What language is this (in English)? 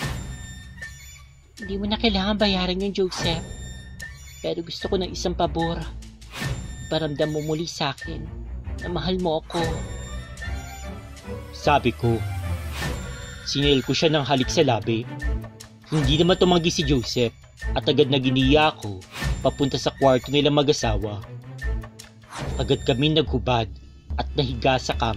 Filipino